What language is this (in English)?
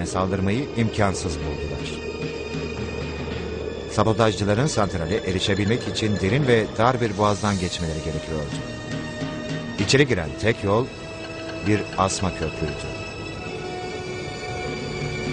Turkish